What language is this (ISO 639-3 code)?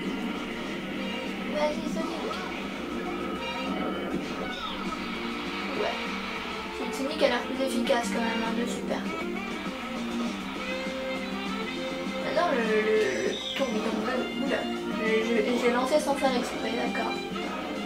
fra